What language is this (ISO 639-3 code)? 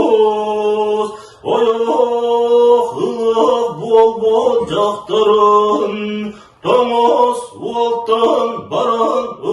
sah